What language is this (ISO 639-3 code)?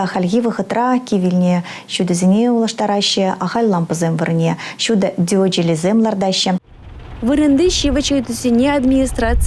chv